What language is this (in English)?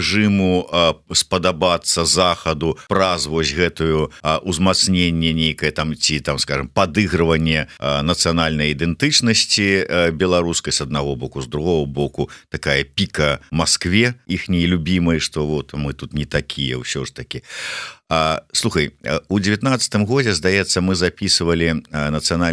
Belarusian